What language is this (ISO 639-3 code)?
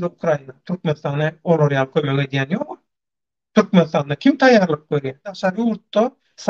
tuk